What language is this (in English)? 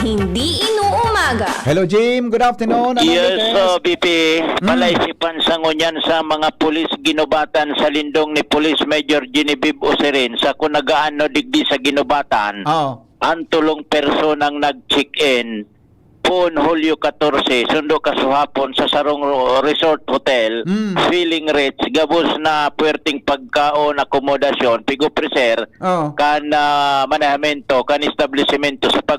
Bikol